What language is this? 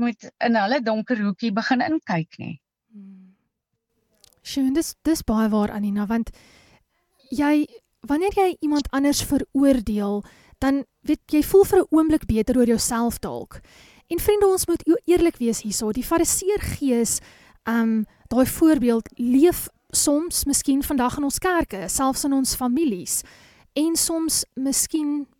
Afrikaans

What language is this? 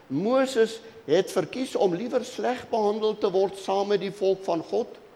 Afrikaans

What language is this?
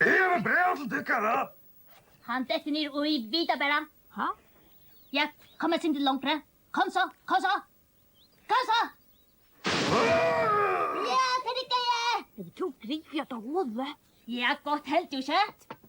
Faroese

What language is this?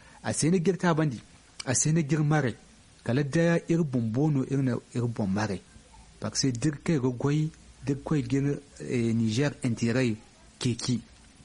Zarma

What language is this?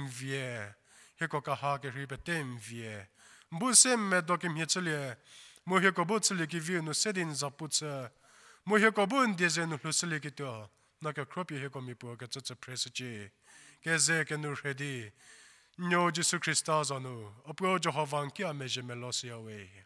Angami Naga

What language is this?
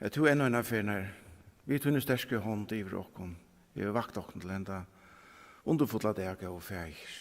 Faroese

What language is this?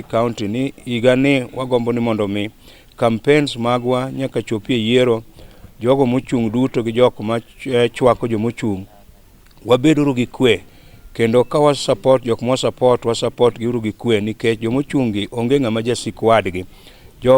Luo (Kenya and Tanzania)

